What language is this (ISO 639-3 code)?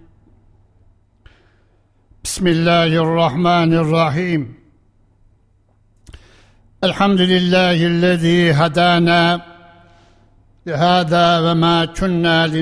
tur